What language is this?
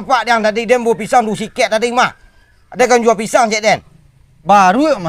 Minangkabau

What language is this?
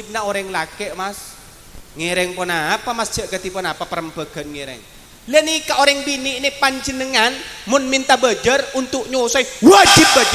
Madurese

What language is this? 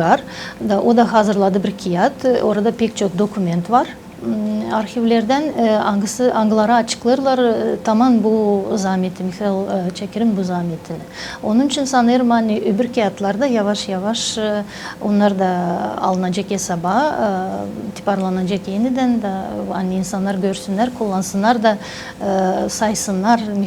Gagauz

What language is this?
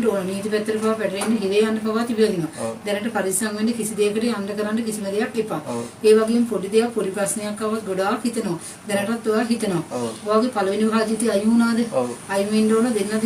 Sinhala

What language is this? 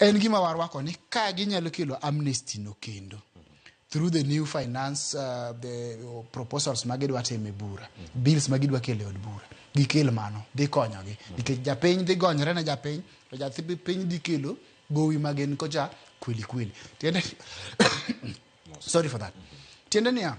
Luo (Kenya and Tanzania)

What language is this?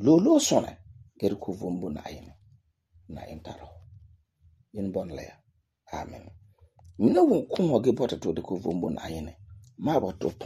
Frafra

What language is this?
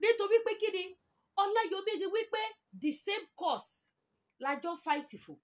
Yoruba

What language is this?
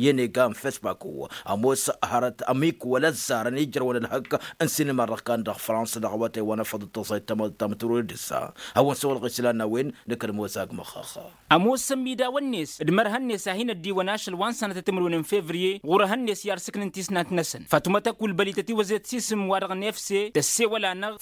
Tamasheq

